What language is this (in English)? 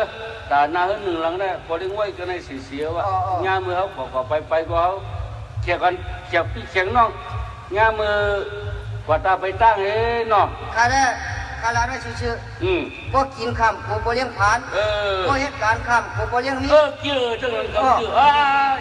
Shan